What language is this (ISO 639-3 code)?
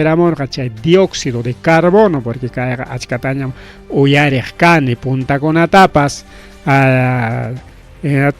quy